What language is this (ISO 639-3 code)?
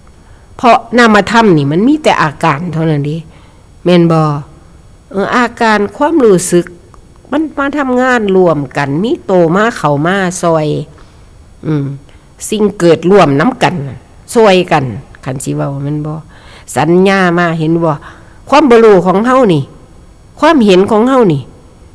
tts